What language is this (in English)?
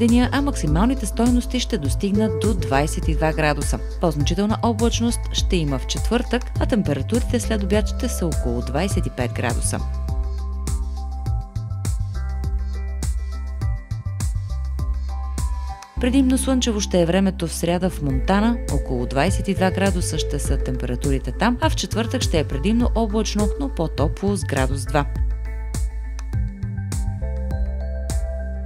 Bulgarian